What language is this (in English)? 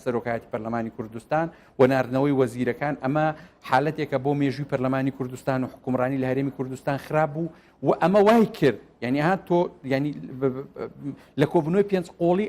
Central Kurdish